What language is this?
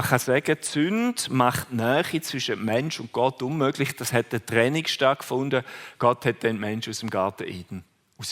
Swiss German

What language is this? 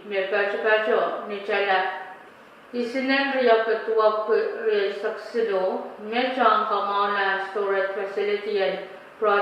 Pohnpeian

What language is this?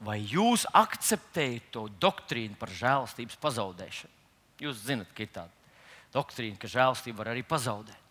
Latvian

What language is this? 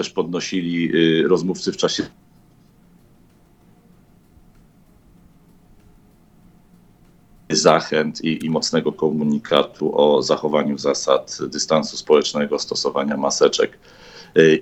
Polish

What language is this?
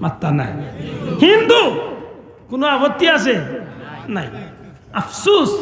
Sylheti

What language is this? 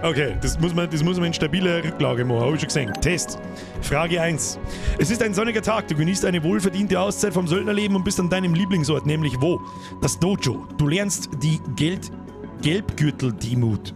Bavarian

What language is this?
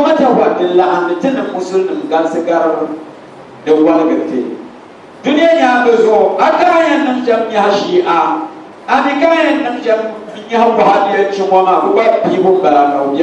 Dagbani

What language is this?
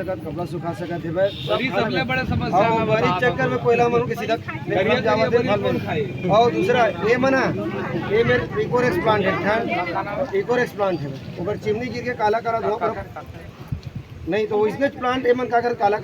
Chhattisgarhi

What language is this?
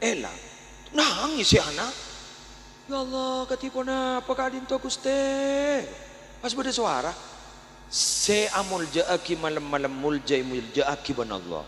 Madurese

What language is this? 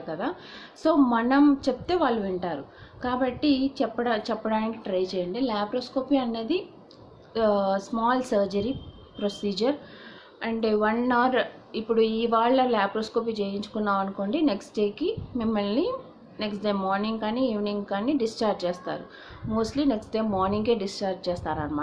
Telugu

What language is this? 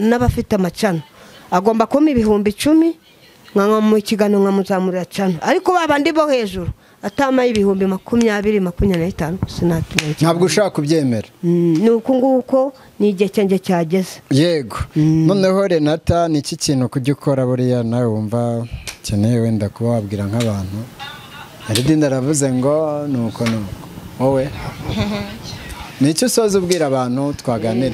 Kinyarwanda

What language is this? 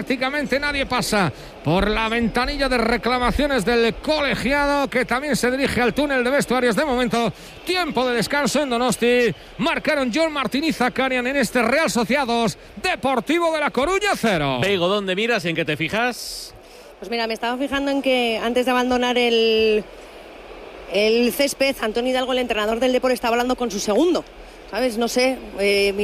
Spanish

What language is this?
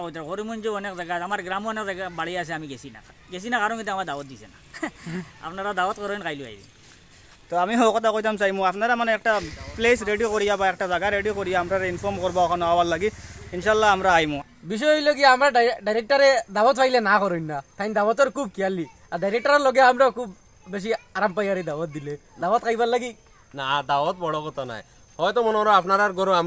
Sylheti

